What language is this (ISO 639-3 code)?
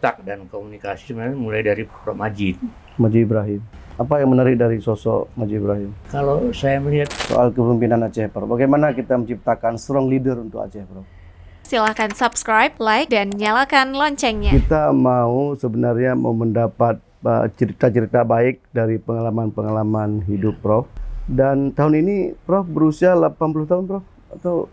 ind